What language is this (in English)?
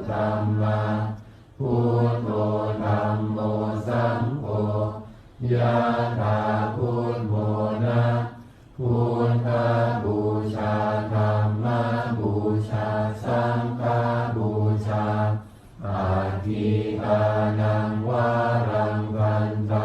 Pali